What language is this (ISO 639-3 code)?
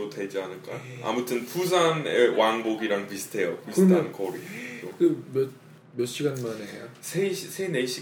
kor